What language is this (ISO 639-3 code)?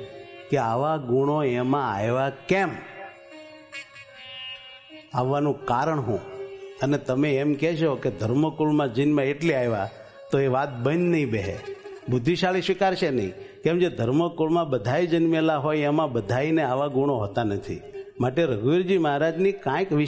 guj